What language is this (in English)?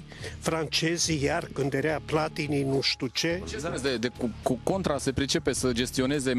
Romanian